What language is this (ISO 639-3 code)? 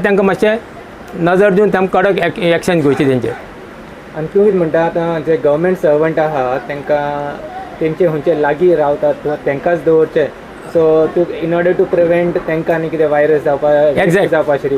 kok